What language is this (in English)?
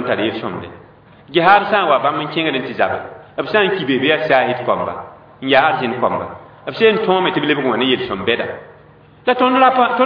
Mossi